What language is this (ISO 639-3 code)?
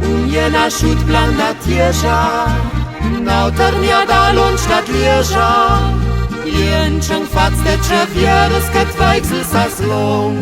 lld